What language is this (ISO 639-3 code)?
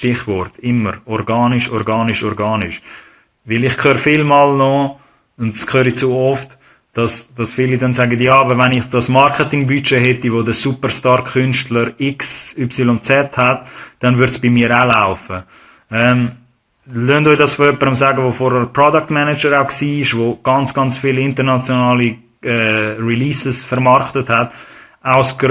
gsw